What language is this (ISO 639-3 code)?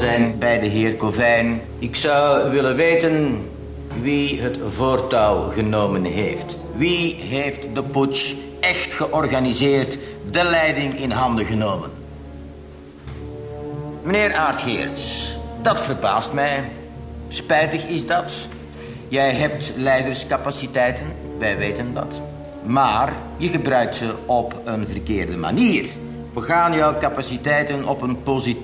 nld